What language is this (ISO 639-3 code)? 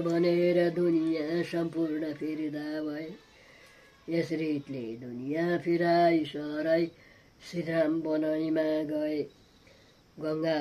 nep